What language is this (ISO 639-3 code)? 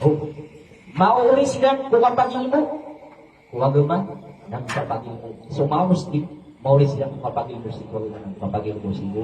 mrw